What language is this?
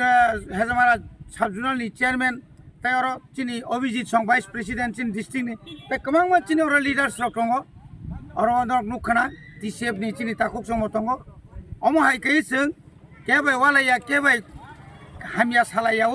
Kok Borok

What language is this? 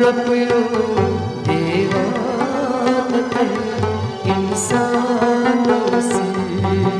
Kashmiri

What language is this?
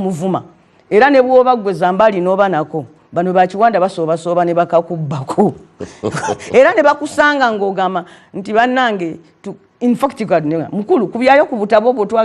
Ganda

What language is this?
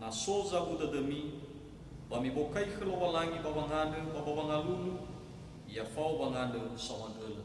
Nias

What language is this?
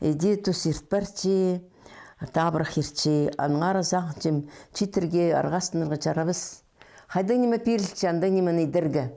Khakas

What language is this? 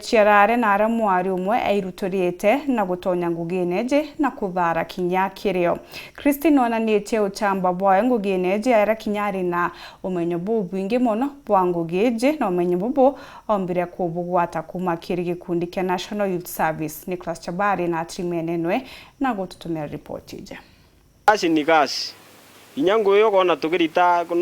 Meru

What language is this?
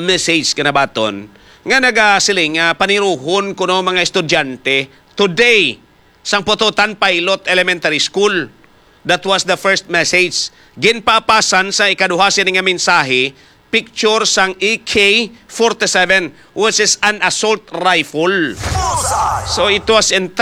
Hiligaynon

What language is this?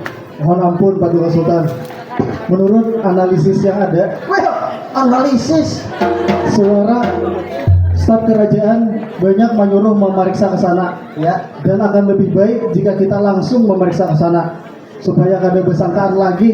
Banjar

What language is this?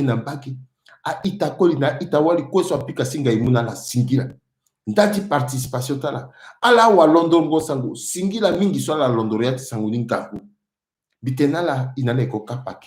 Sango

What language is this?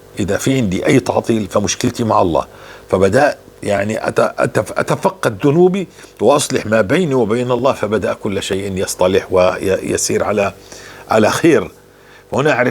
North Levantine Arabic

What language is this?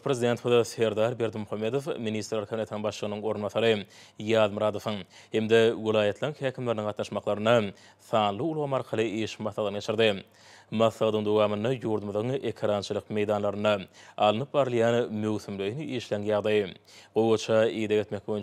Turkmen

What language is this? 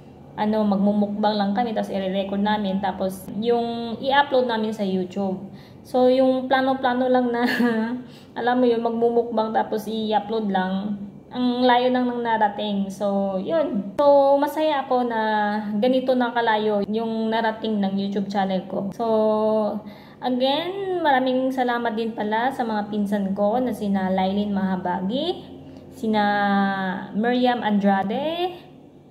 Filipino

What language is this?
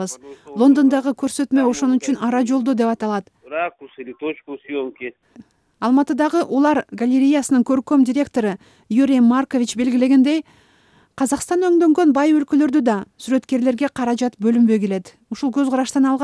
Kyrgyz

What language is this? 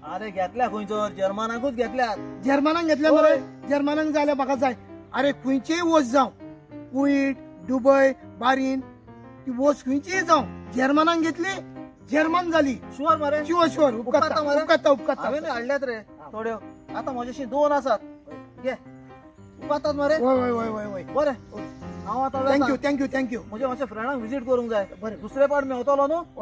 Konkani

